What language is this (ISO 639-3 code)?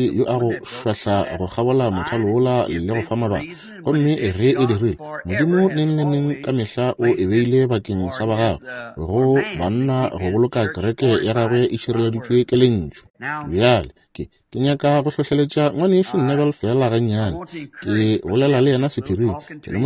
nso